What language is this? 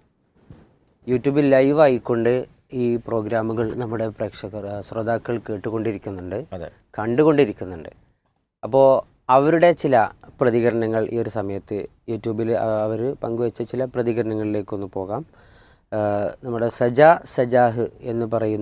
Malayalam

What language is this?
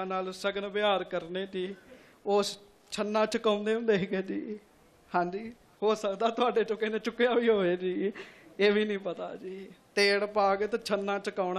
Punjabi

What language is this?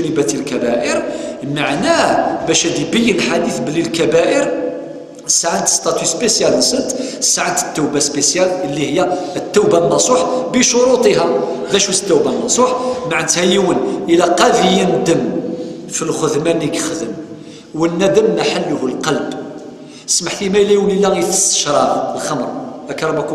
Kabyle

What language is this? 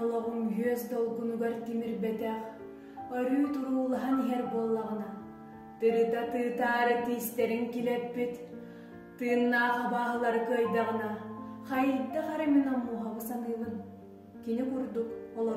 Yakut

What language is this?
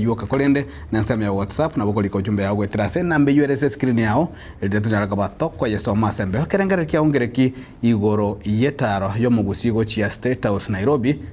Gusii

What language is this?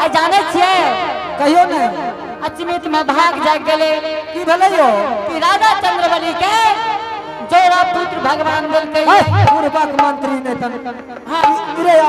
Angika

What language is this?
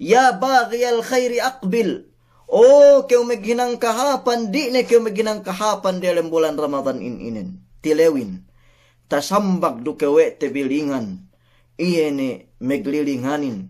Yakan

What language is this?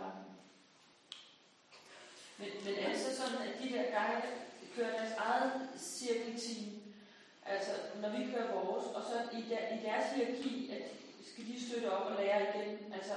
Danish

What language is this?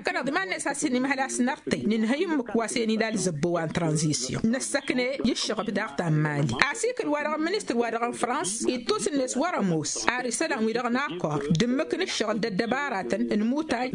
Tamasheq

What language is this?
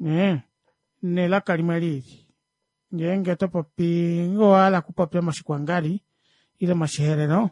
Kuanyama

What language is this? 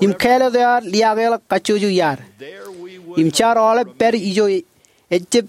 Marshallese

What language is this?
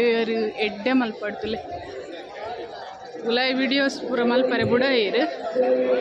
Tulu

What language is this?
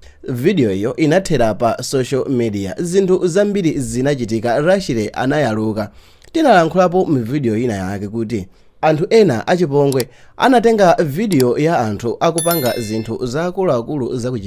Nyanja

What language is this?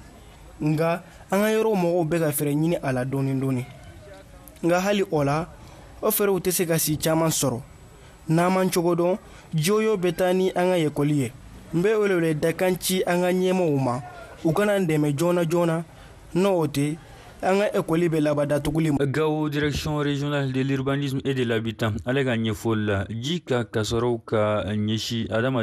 Bambara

